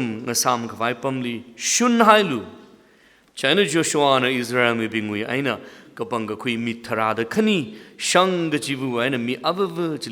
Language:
Tangkhul Naga (India)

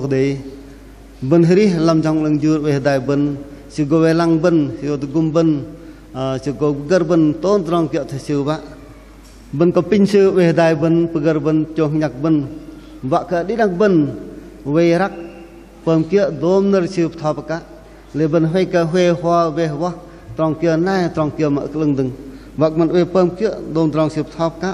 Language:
Bahnar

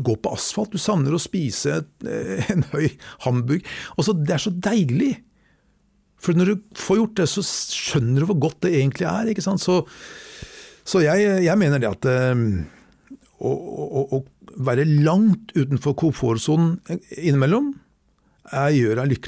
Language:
Norwegian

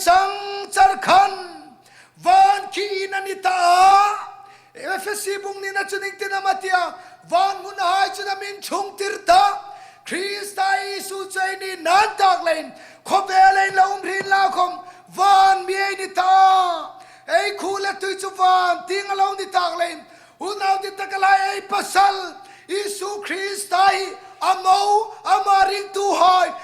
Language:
Hmar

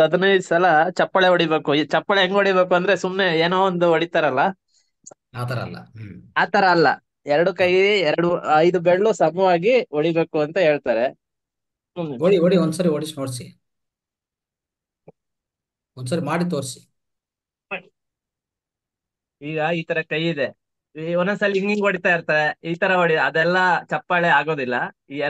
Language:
Kannada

